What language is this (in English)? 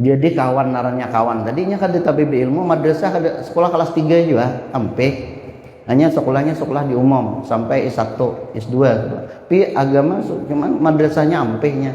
Banjar